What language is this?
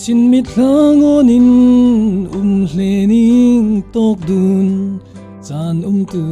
Falam Chin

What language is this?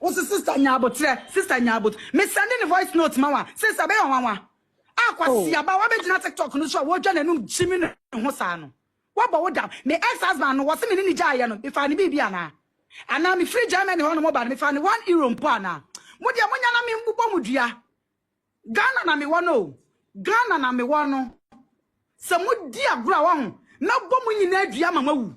Akan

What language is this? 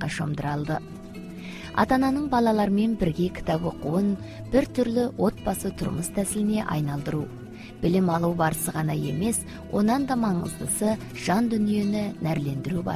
Kazakh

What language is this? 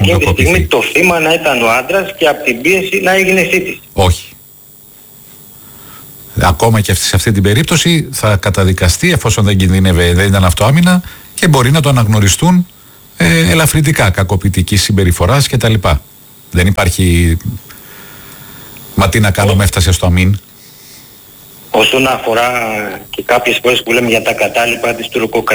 Greek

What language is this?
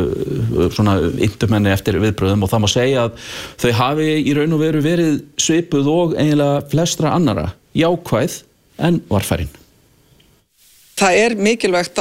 Icelandic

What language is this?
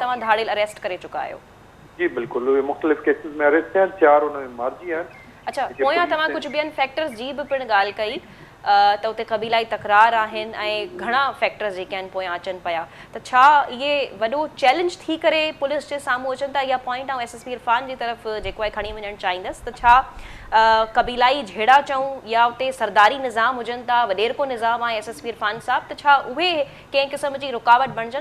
Sindhi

